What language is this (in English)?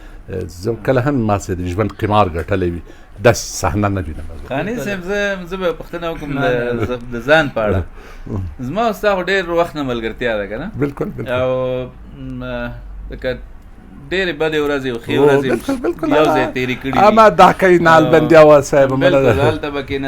Pashto